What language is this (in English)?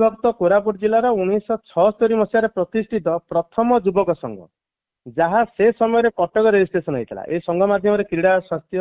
Odia